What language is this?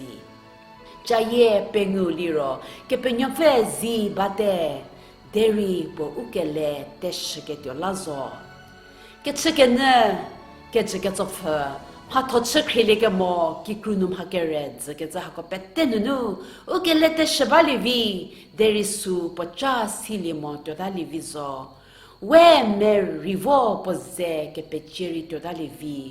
Angami Naga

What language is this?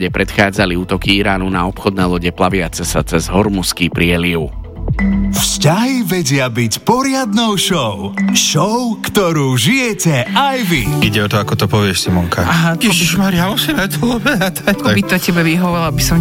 Slovak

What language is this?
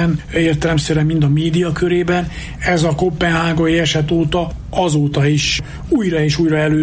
Hungarian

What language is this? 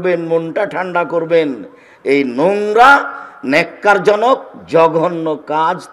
Bangla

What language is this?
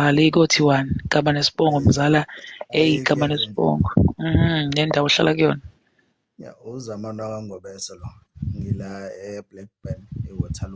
Zulu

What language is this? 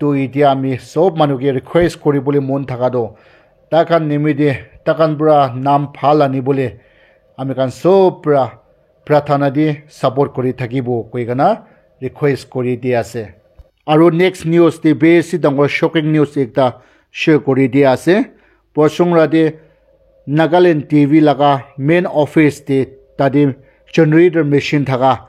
Naga Pidgin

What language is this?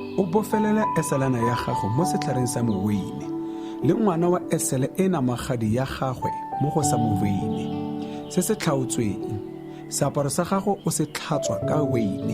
Tswana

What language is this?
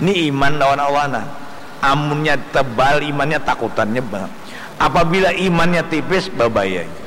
Banjar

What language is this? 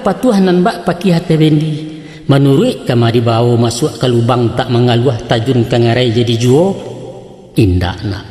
Minangkabau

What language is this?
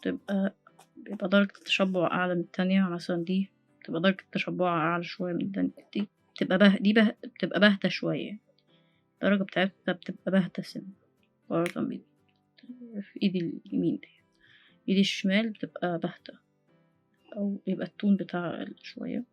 Egyptian Arabic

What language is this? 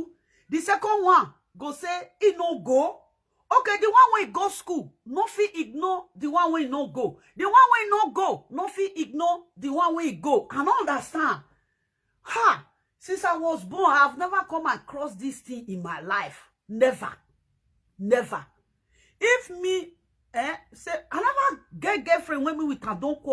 Nigerian Pidgin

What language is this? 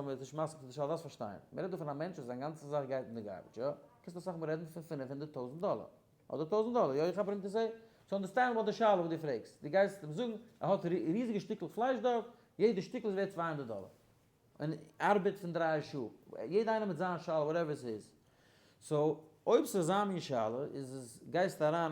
Yiddish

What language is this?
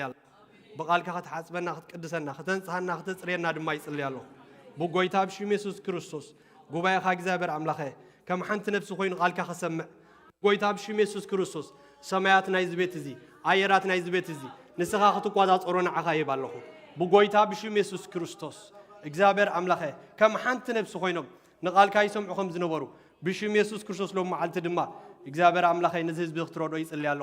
Tigrinya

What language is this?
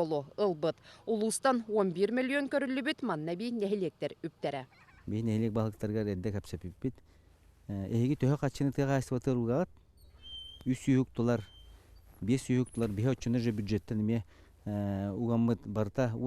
Yakut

